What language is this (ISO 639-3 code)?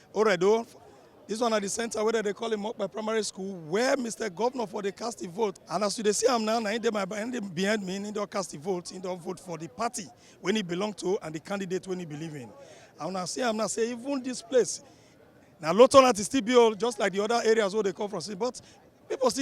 pcm